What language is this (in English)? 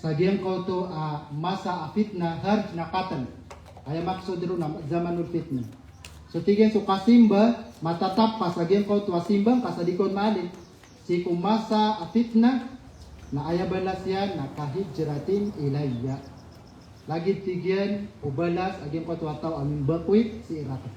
Maranao